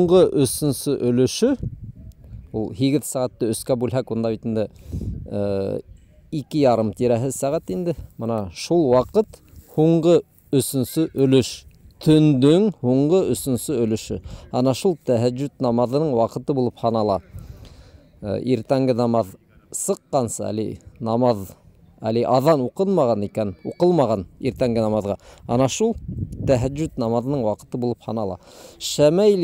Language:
Bashkir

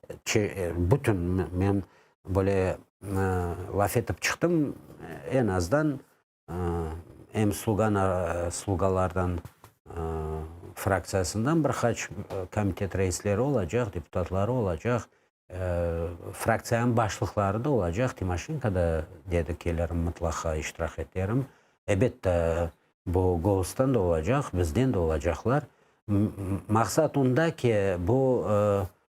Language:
Crimean Tatar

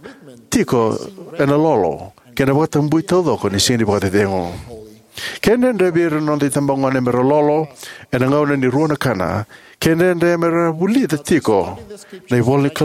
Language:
Fijian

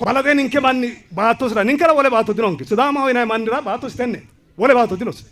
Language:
Sidamo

